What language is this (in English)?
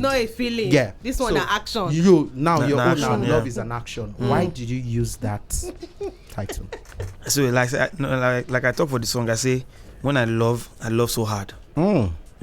Nigerian Pidgin